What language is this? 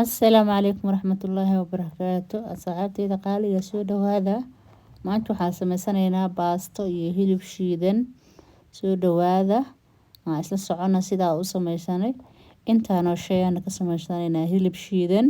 Somali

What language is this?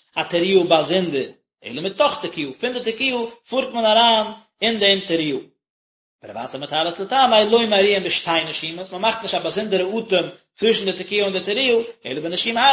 Yiddish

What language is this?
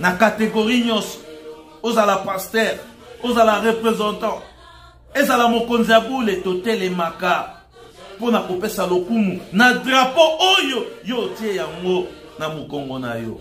Lingala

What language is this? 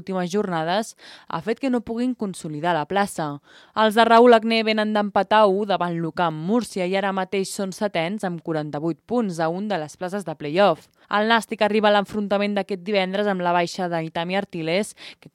Catalan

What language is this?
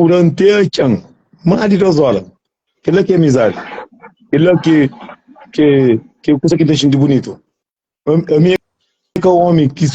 Kabuverdianu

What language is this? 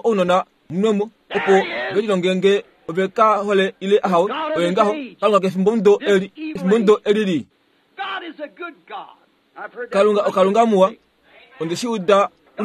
Kuanyama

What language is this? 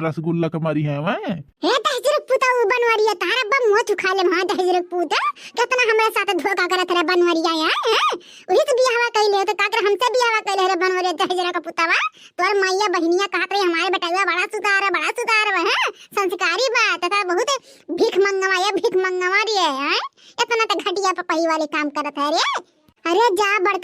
Awadhi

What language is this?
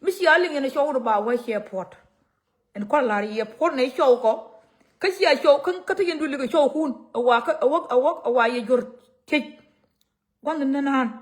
Nuer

